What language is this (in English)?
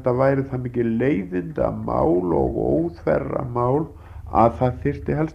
Icelandic